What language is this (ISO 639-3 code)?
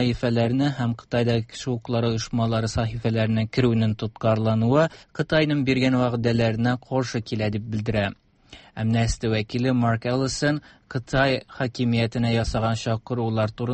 tat